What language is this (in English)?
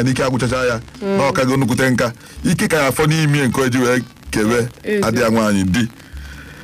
Igbo